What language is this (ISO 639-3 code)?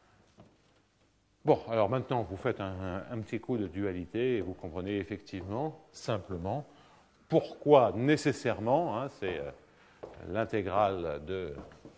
fra